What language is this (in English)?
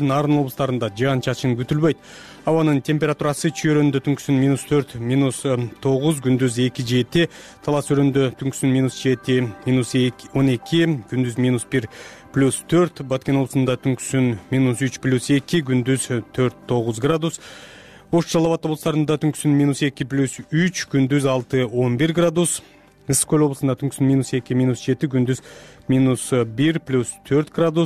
Kyrgyz